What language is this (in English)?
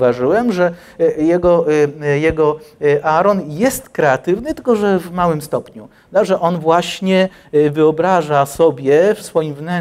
Polish